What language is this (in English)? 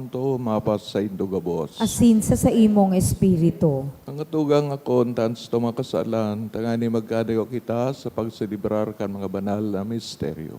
Bikol